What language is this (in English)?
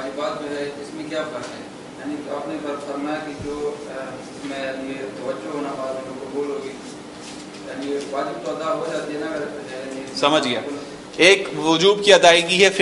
Urdu